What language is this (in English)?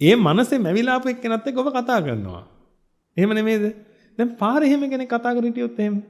Sinhala